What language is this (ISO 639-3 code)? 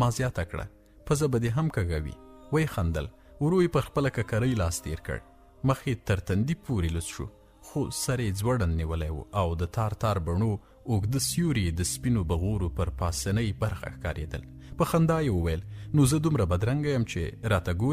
pus